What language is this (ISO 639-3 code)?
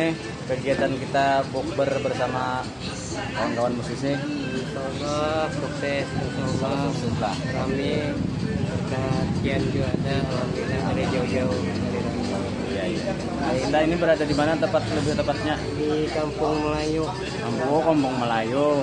bjn